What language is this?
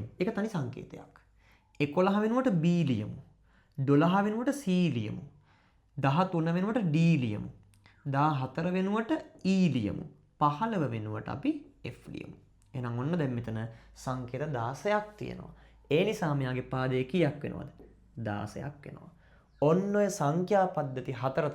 Sinhala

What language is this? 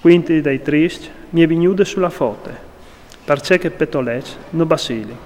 Friulian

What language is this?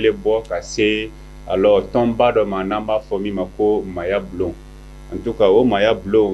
Bambara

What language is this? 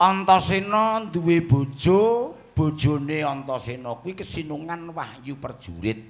Javanese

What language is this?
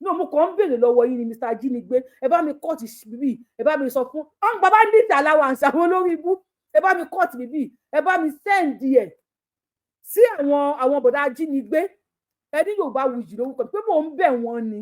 Yoruba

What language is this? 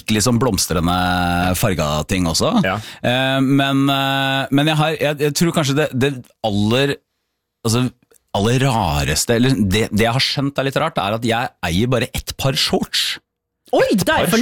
Norwegian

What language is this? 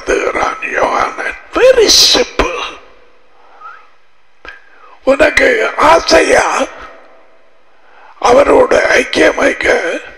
Tamil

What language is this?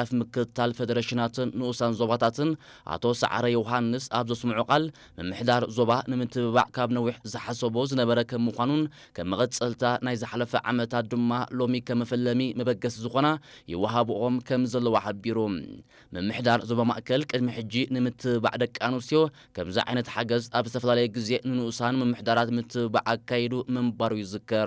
Tigrinya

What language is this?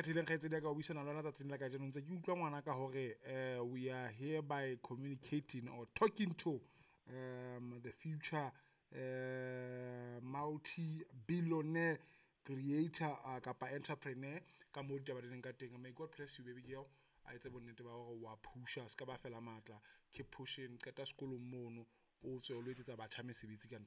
Southern Sotho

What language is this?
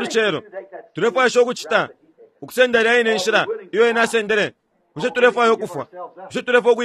Bemba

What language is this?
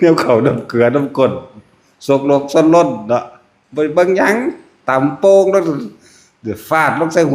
Northeastern Thai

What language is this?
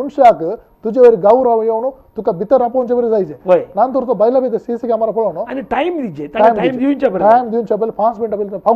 Konkani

